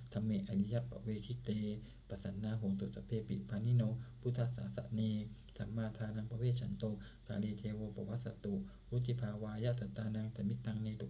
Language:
Pali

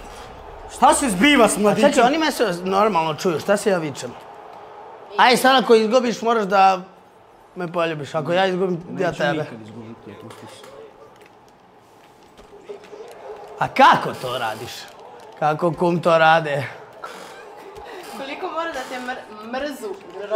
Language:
Serbian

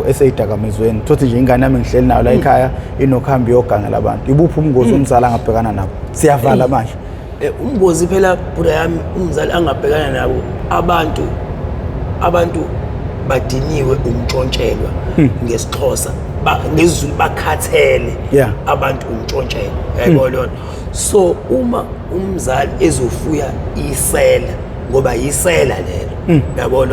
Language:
Zulu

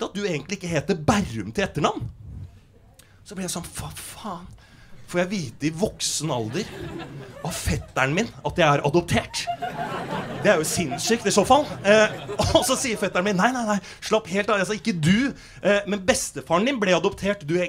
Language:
Norwegian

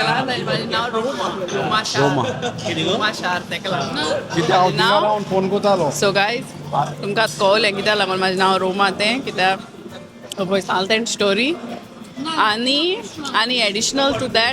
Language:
Konkani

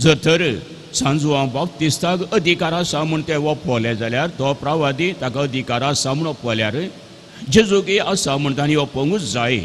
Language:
Konkani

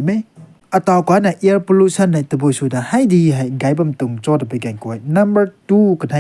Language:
Rongmei Naga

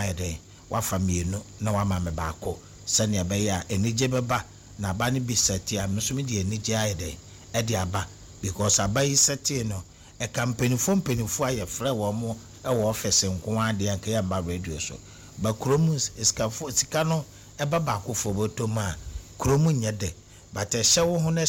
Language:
Akan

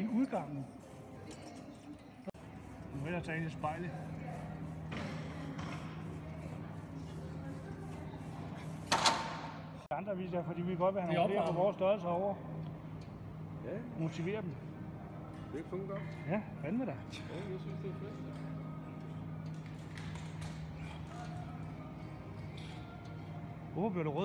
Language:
Danish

